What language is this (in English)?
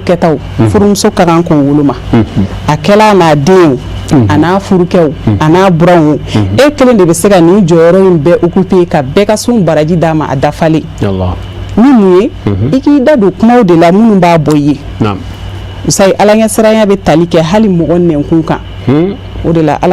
Bambara